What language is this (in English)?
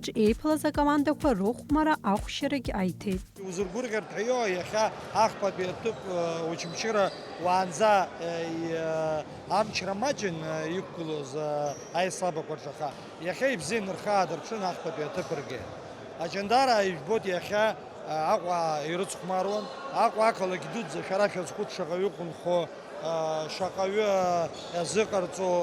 Abkhazian